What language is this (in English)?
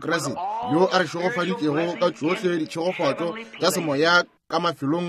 Northern Sotho